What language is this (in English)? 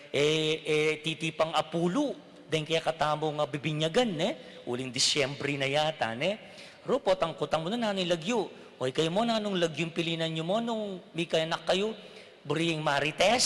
Pampanga